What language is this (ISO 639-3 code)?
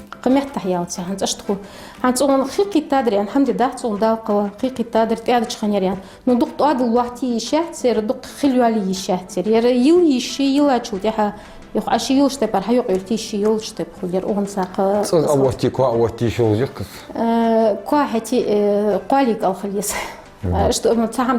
inh